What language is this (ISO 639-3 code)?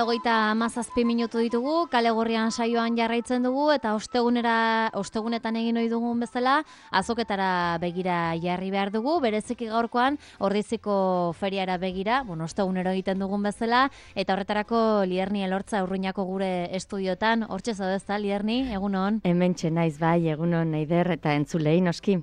eus